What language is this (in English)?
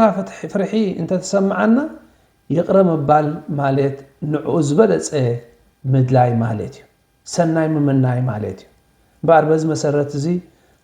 Tigrinya